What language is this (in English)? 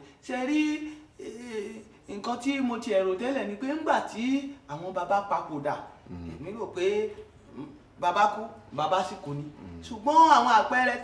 Yoruba